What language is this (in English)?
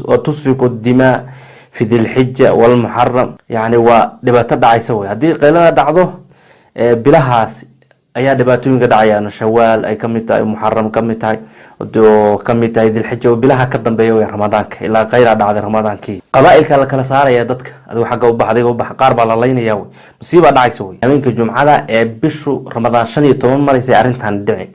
Somali